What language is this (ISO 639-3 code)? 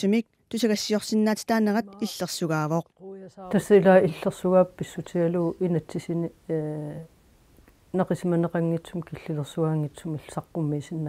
kal